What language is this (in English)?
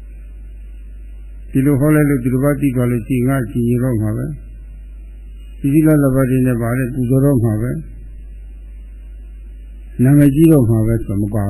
Burmese